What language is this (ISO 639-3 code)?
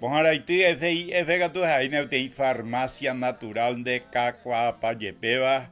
grn